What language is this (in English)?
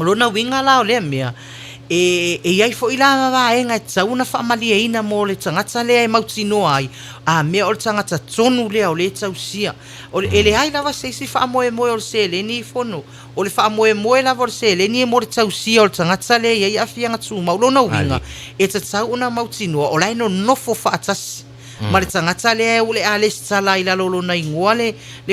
Samoan